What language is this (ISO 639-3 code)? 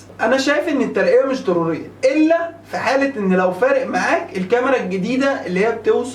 arz